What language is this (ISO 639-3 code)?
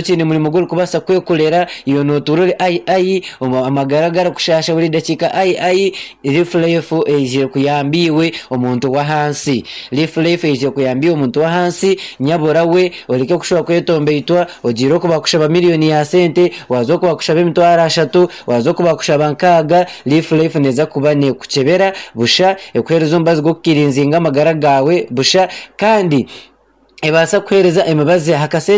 nyn